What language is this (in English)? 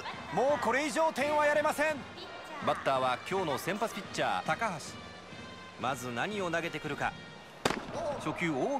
Japanese